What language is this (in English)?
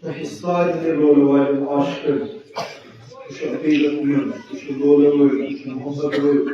Kashmiri